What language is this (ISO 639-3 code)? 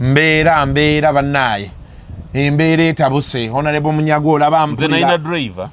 lug